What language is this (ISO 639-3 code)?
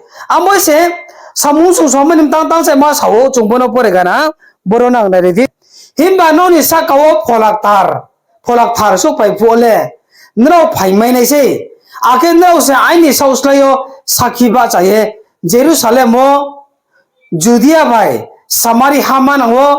ria